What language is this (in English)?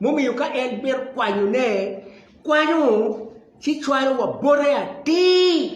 Acoli